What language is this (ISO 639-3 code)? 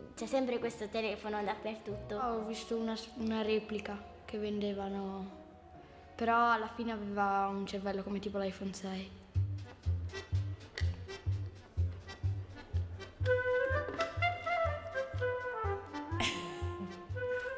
ita